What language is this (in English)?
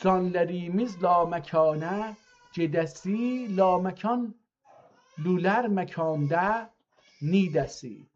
South Azerbaijani